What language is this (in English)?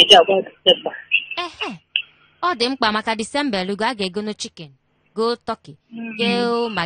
Igbo